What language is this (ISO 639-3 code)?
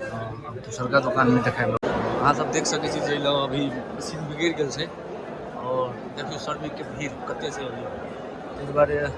mai